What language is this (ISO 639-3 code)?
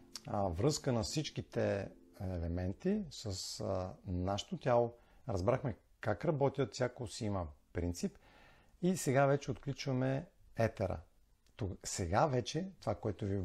bul